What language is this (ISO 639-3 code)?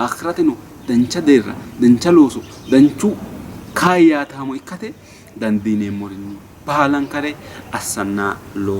sid